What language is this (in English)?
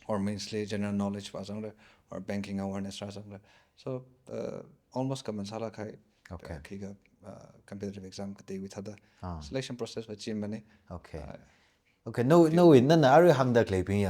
Tangkhul Naga (India)